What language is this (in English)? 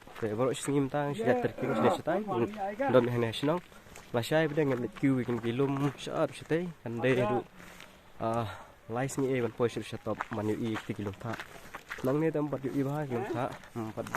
Khasi